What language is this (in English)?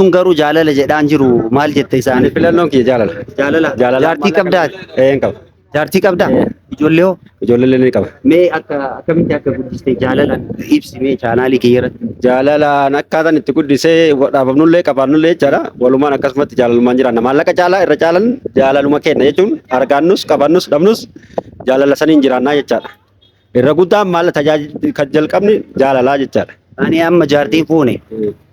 Oromo